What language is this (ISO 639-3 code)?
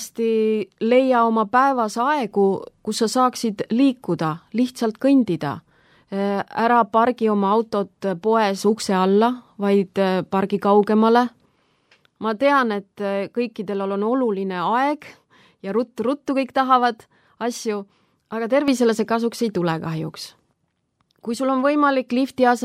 est